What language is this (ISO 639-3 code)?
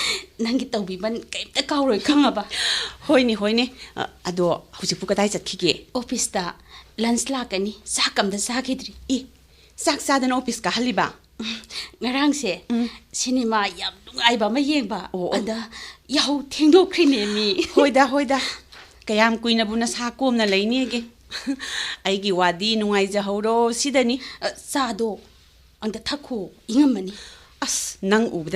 mni